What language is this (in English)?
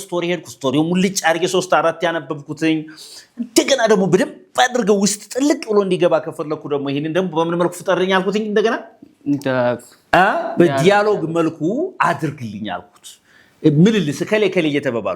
Amharic